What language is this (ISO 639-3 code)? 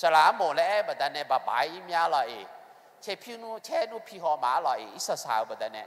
ahk